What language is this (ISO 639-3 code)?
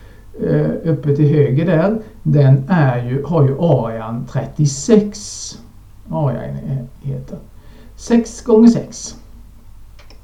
swe